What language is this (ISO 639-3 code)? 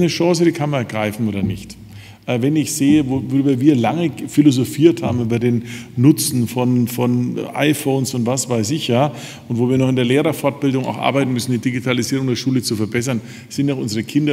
deu